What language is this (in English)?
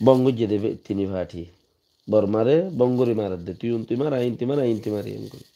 Rohingya